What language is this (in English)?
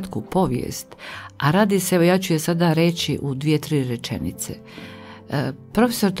Croatian